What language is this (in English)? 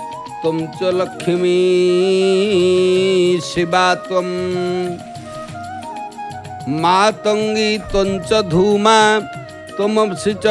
Odia